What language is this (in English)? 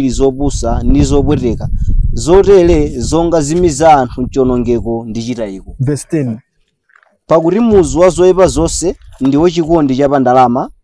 Nyanja